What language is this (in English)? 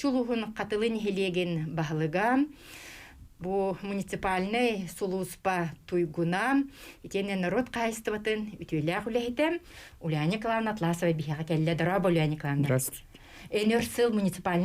Yakut